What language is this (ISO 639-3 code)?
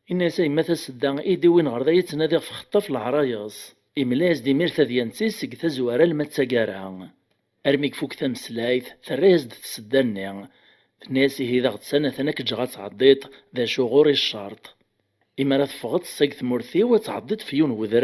kab